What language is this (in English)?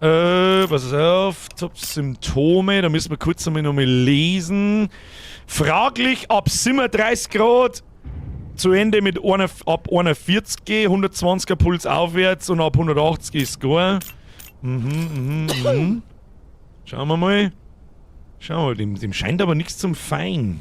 Bavarian